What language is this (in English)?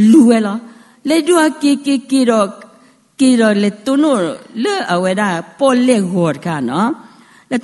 S'gaw Karen